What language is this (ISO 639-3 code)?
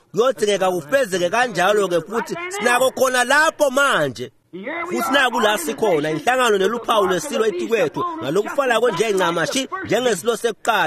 ssw